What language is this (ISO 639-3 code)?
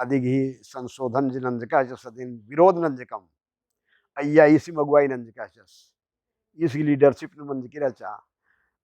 kru